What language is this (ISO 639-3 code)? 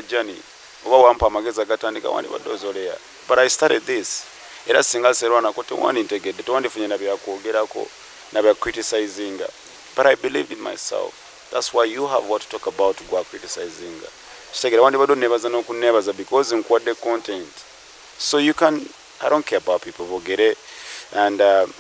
lug